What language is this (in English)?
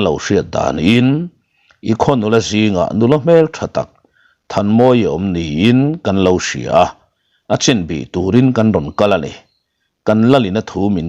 Mizo